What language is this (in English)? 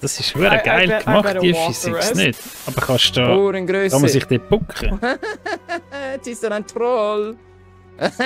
Swiss German